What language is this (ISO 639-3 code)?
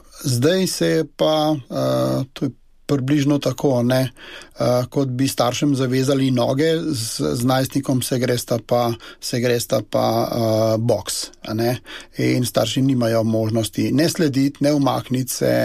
slv